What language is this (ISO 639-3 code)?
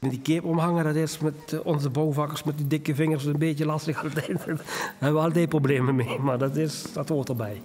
lim